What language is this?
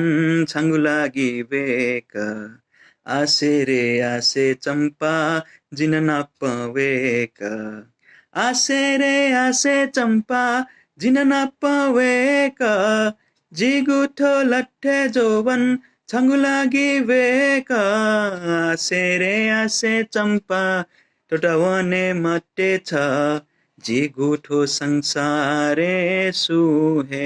Newari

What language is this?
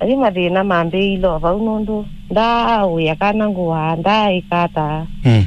Kamba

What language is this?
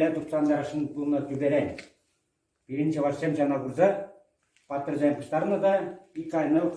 Chuvash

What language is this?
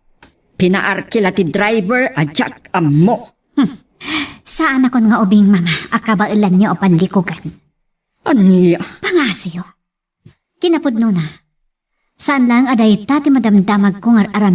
Iloko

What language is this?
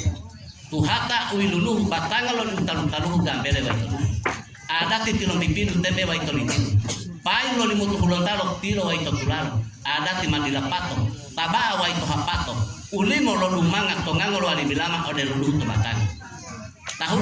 Gorontalo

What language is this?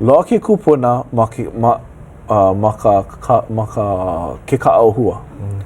Hawaiian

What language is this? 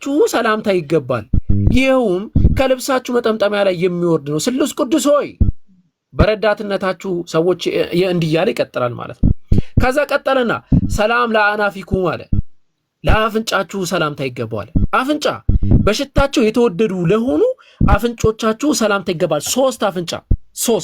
Amharic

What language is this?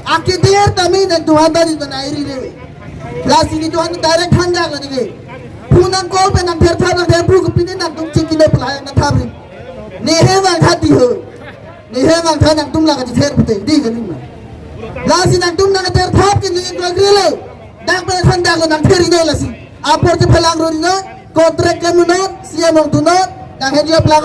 Karbi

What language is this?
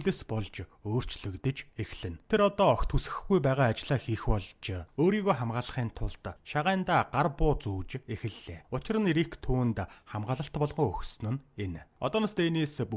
Mongolian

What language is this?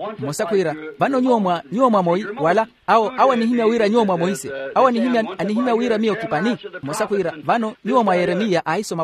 Makhuwa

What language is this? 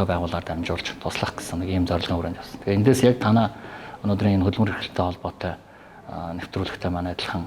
Mongolian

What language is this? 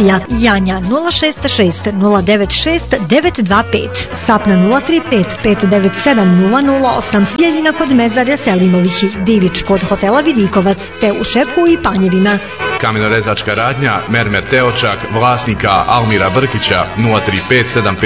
Bosnian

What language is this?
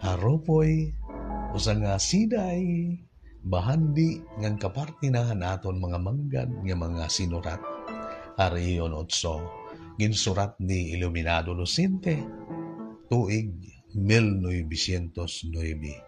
Waray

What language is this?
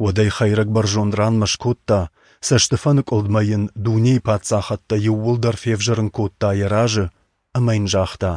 Ossetic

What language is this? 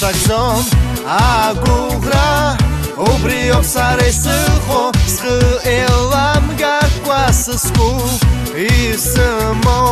Abkhazian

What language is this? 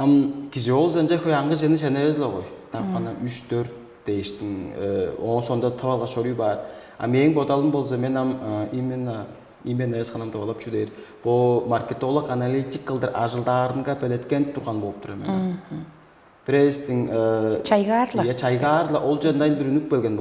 Tuvinian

